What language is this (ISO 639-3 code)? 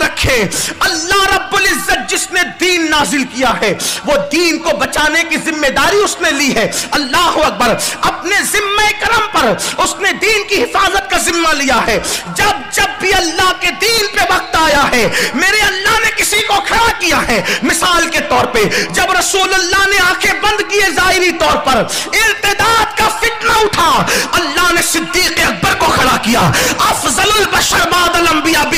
urd